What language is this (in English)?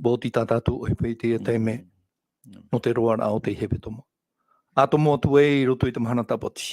Tahitian